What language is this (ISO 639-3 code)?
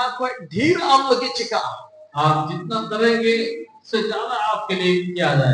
sat